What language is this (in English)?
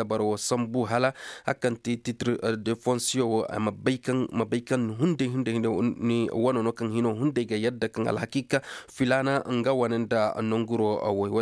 Koyraboro Senni